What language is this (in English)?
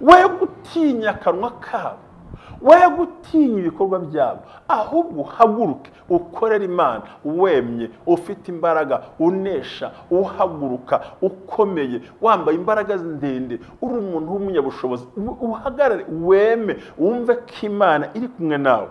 Kinyarwanda